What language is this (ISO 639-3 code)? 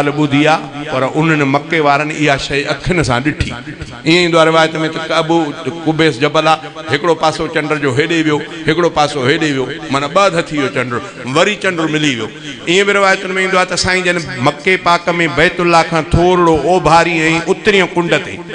snd